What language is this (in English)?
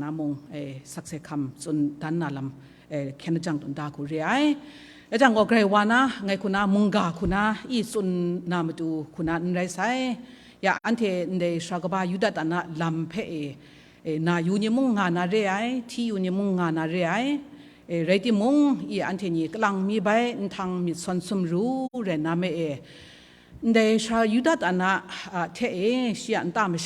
Kachin